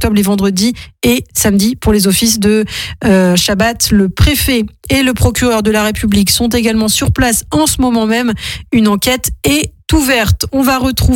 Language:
French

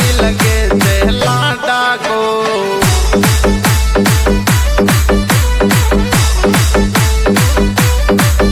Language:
Hindi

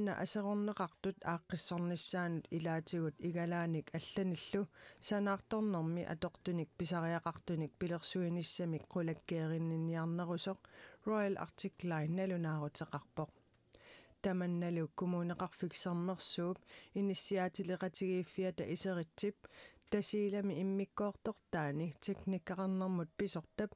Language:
Kalaallisut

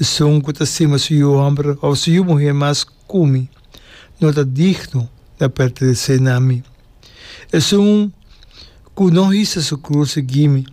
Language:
Papiamento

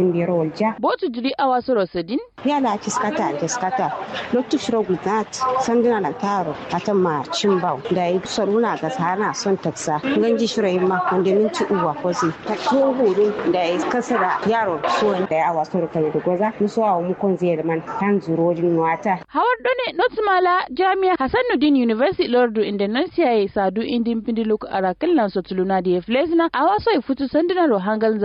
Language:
Kanuri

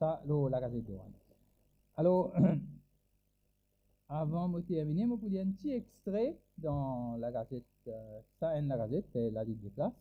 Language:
Morisyen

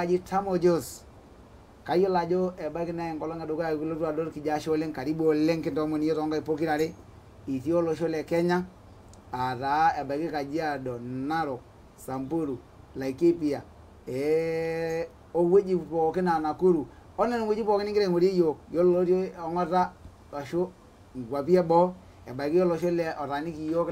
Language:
Masai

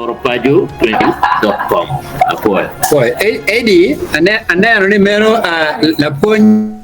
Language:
Acoli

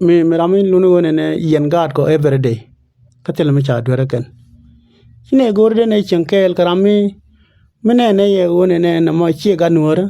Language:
Nuer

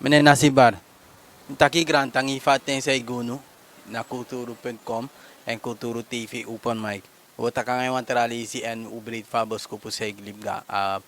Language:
Sranan Tongo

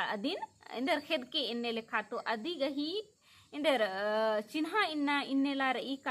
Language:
Kurukh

